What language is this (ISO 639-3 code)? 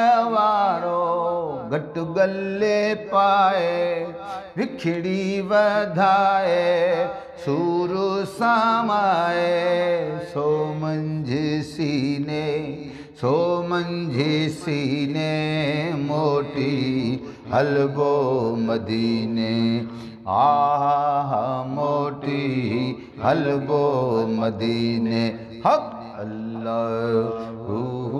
snd